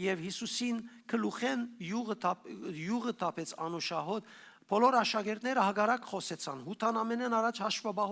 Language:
Western Armenian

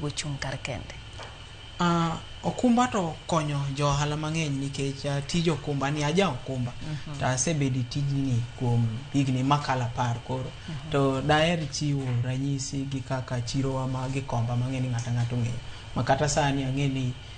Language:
Luo (Kenya and Tanzania)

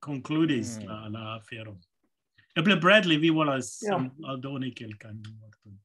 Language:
Esperanto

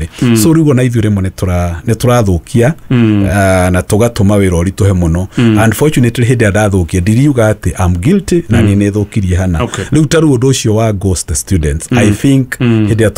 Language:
Kikuyu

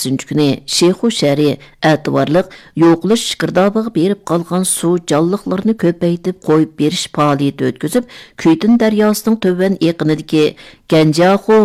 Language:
Uyghur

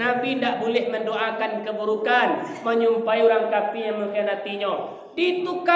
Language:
Minangkabau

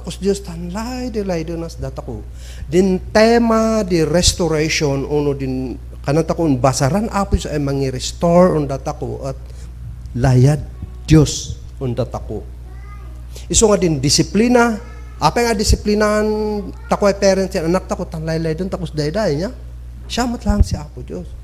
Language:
Kankanaey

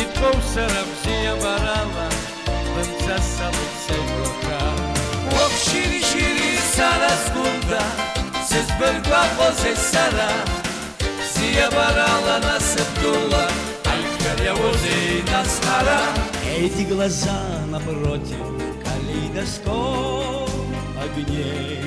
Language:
Abkhazian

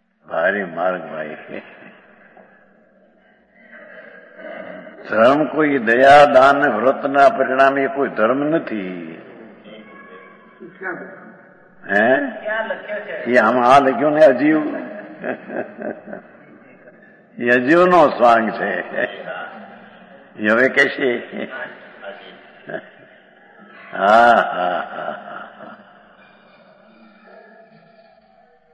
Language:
Gujarati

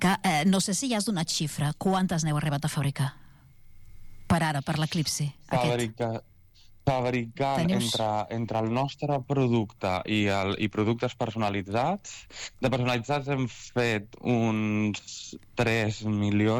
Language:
Catalan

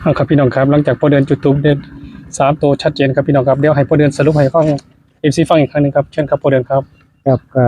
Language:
Northeastern Thai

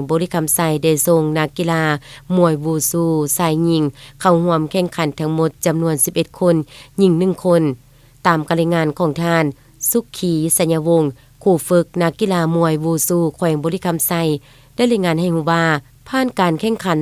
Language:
Lao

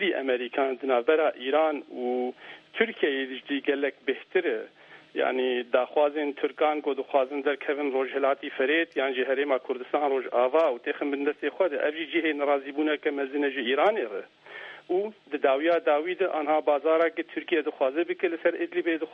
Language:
Kurdish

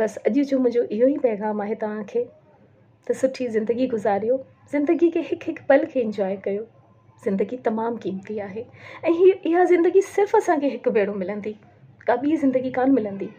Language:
Sindhi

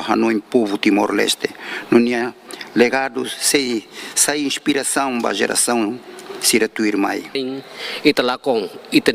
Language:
Tetum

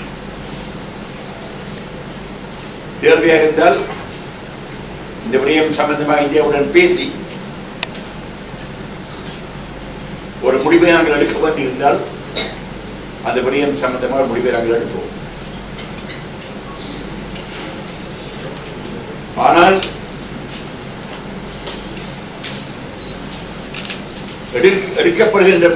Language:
Tamil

